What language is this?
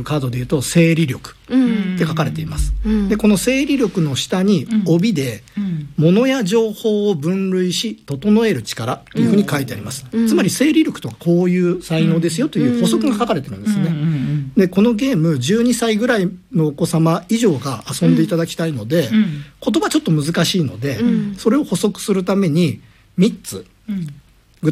Japanese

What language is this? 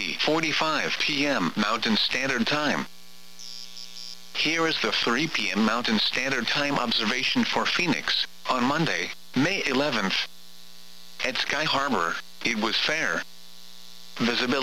English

